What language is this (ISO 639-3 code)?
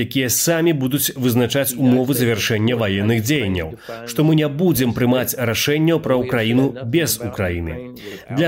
bel